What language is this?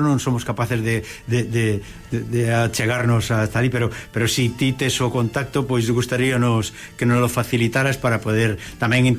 Galician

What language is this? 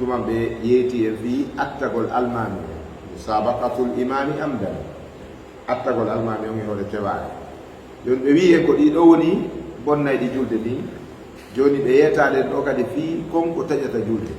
Fula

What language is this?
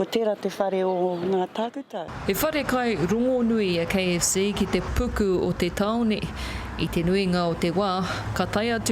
Māori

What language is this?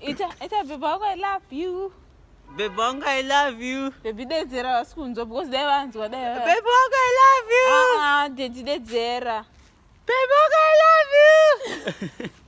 Shona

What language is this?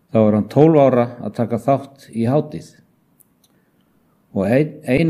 Icelandic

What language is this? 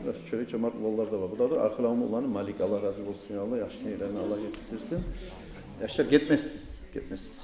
Kumyk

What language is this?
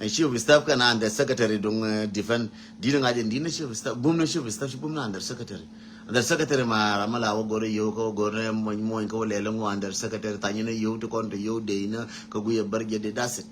Nuer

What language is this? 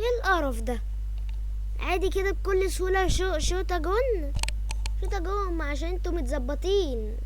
Egyptian Arabic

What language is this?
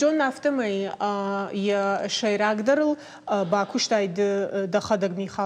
Ossetic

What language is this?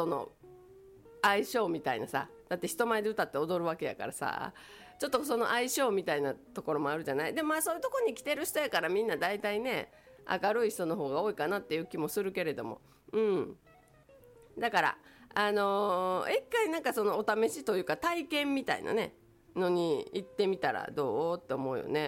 Japanese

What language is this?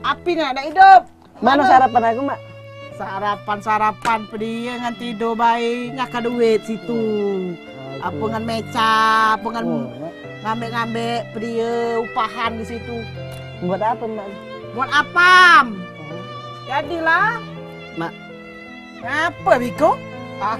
Musi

